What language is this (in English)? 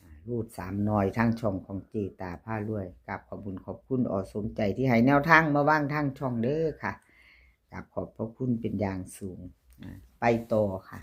Northeastern Thai